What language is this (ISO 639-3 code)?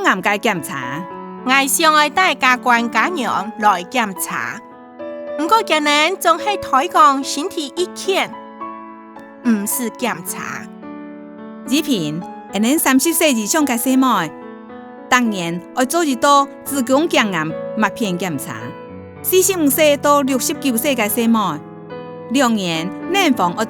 hak